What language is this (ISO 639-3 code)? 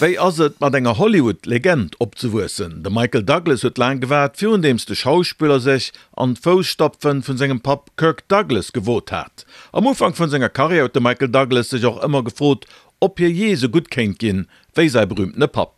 ltz